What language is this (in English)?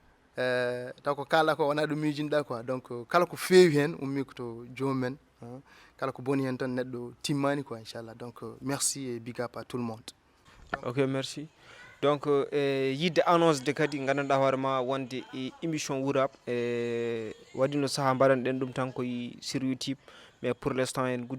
Fula